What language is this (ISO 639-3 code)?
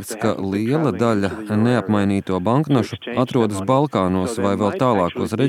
lav